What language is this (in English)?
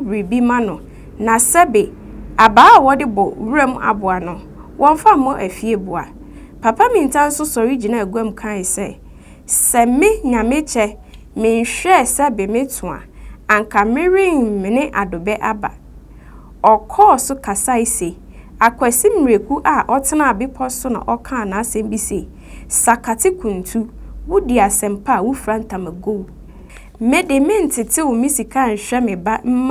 Akan